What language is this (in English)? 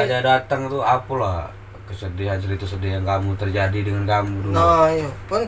Musi